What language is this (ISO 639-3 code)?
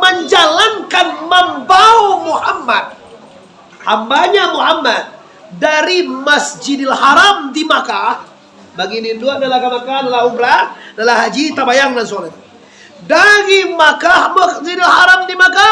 min